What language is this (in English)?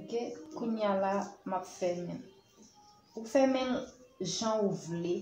Haitian Creole